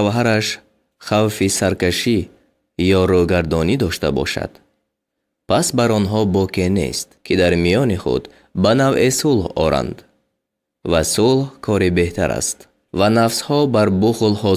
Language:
Tajik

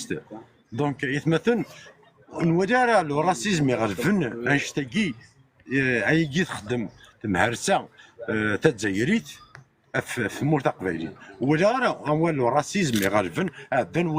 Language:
Kabyle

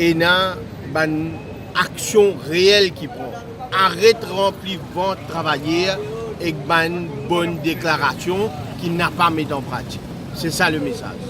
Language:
Morisyen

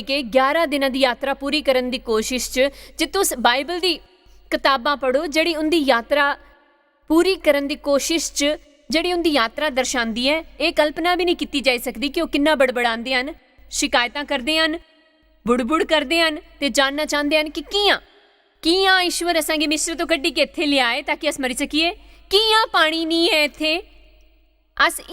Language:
Dogri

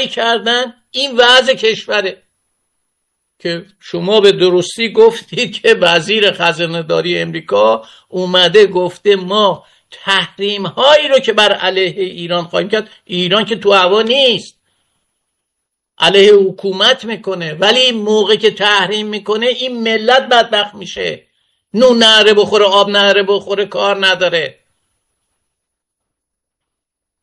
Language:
Persian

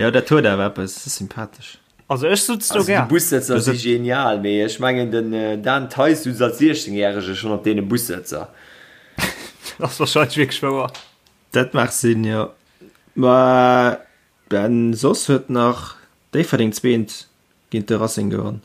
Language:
Luxembourgish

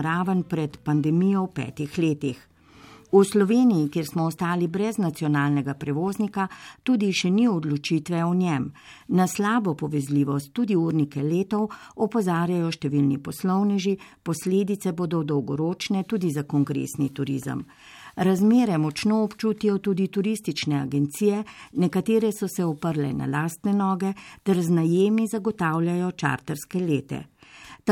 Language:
Slovenian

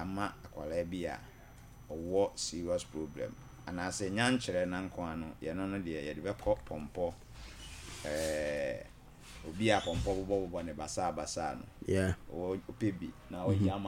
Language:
Akan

